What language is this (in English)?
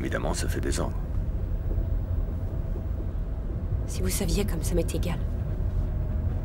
French